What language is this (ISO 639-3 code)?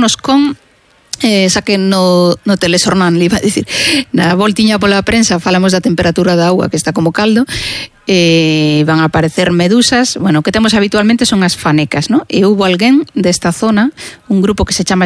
glg